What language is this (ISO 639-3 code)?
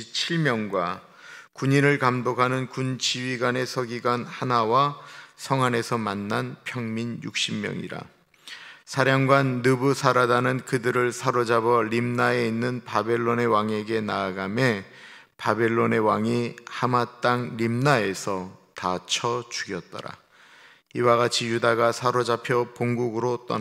kor